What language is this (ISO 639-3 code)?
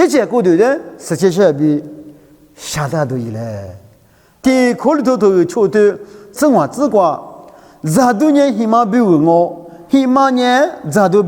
lis